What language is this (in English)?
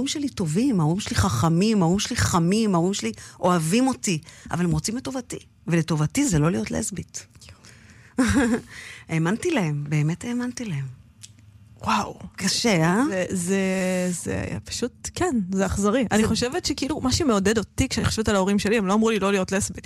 Hebrew